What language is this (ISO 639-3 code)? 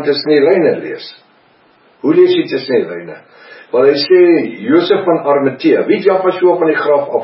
afr